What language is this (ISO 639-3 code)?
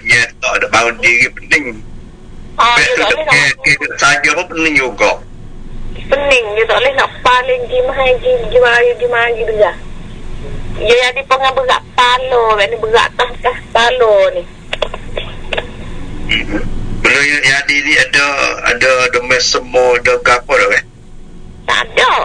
msa